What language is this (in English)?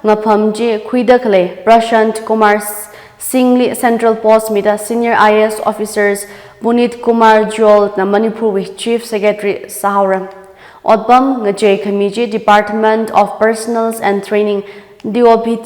Tangkhul Naga (India)